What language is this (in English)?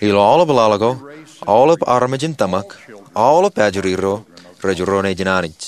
Marshallese